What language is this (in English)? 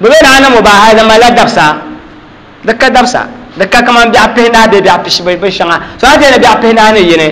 Dagbani